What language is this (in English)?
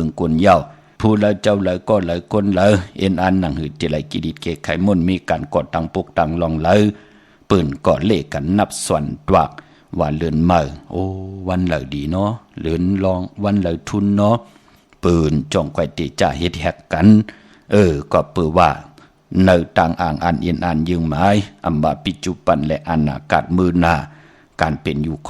Shan